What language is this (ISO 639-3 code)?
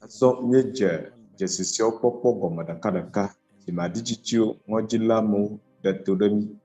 ewe